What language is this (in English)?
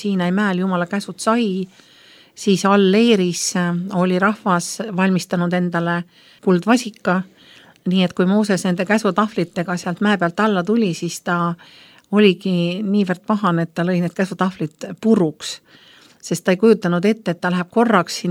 Estonian